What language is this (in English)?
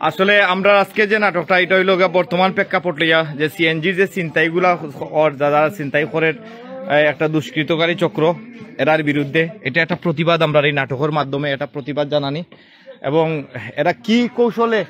Sylheti